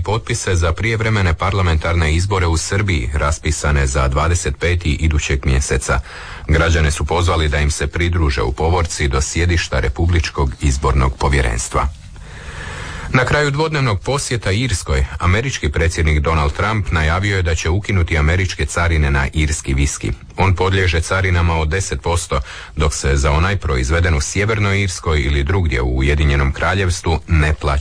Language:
Croatian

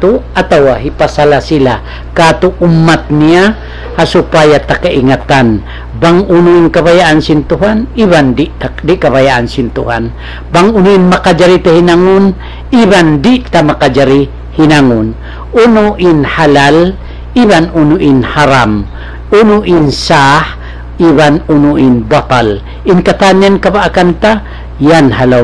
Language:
Tausug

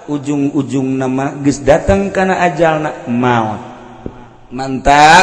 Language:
Sundanese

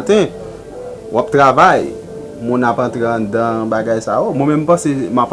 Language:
Haitian Creole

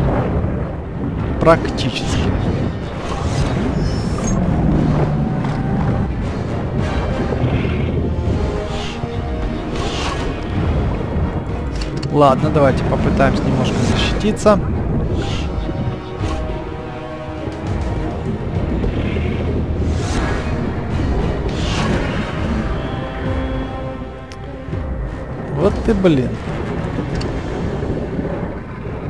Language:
Russian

